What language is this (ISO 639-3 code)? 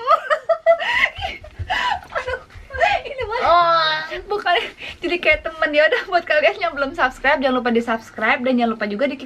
ind